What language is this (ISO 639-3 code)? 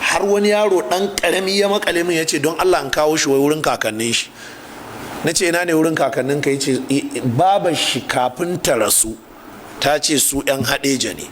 hau